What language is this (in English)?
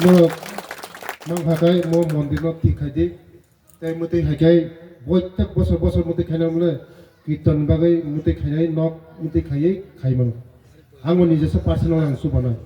Riang (India)